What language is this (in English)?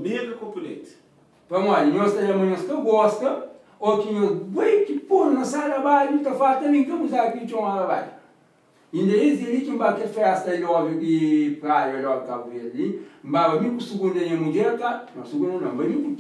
Kabuverdianu